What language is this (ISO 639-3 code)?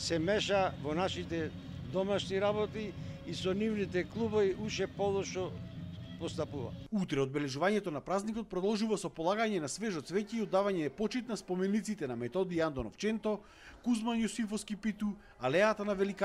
mkd